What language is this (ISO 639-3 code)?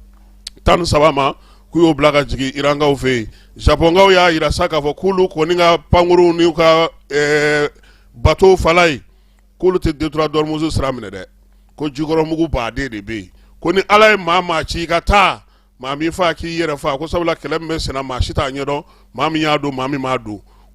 bam